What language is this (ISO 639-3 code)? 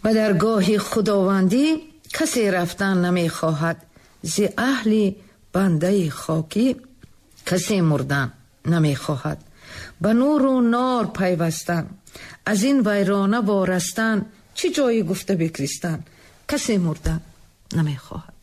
tgk